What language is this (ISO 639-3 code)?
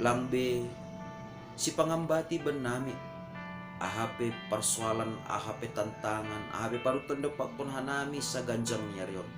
bts